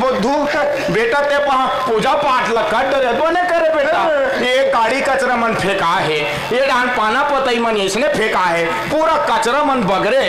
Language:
Chhattisgarhi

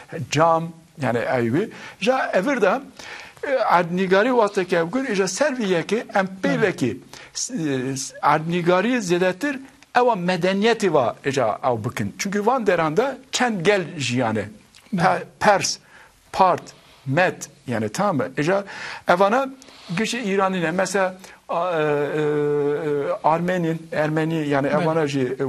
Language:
Kurdish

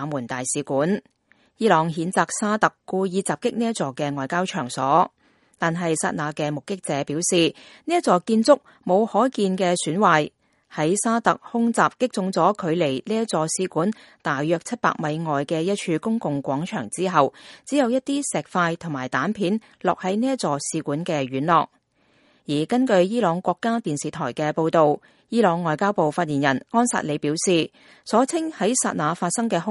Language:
Cantonese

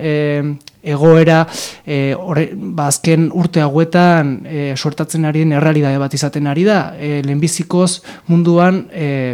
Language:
Basque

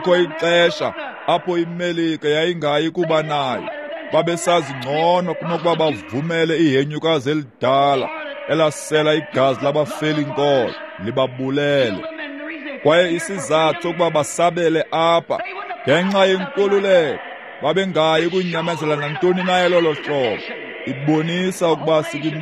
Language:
Xhosa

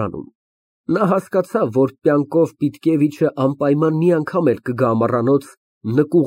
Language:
Armenian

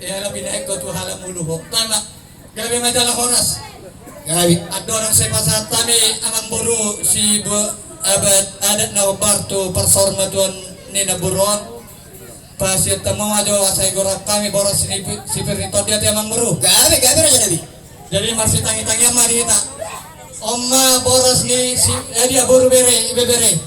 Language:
Batak Toba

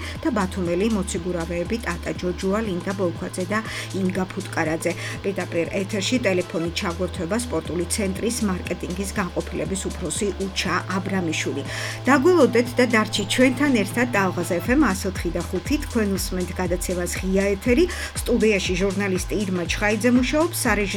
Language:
Georgian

